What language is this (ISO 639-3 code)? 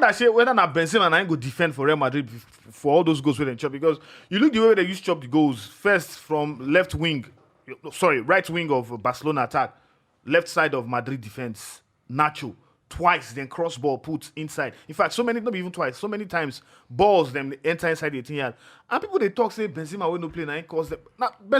pcm